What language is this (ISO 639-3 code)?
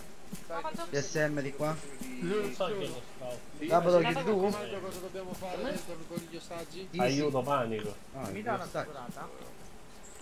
ita